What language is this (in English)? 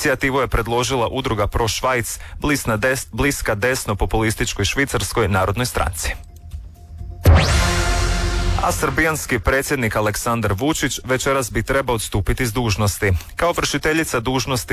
Croatian